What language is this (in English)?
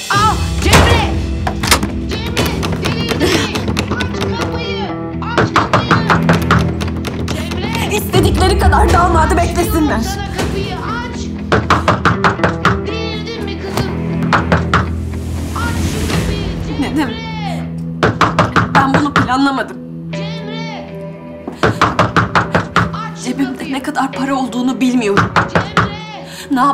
Turkish